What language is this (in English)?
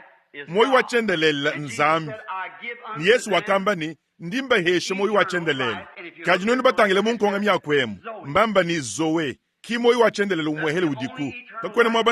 Luba-Lulua